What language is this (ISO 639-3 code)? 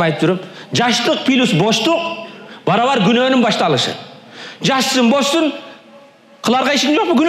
kir